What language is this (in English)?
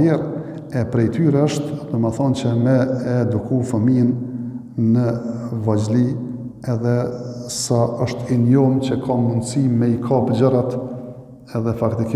Albanian